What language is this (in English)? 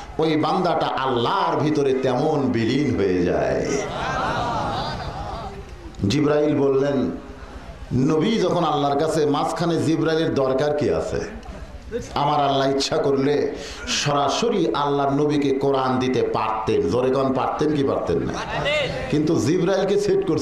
Bangla